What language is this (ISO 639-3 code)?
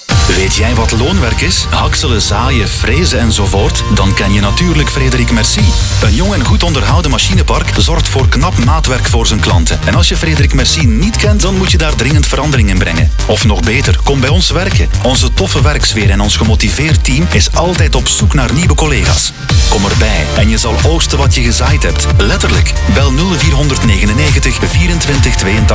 nld